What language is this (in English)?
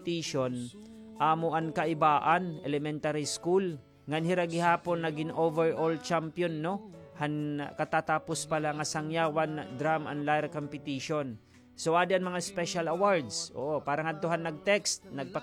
Waray